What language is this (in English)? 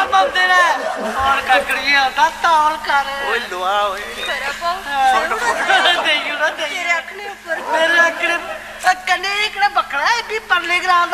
Dogri